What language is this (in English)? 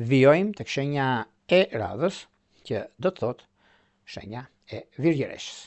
Albanian